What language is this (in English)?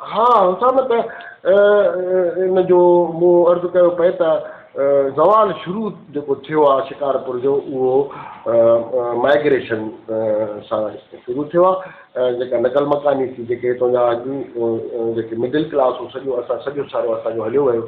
Sindhi